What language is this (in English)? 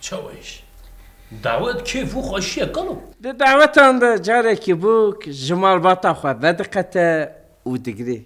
Kurdish